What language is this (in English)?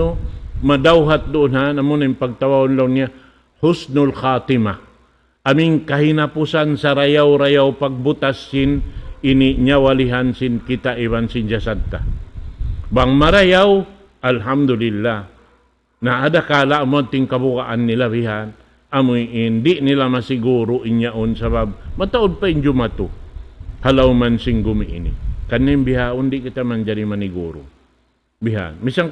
Tausug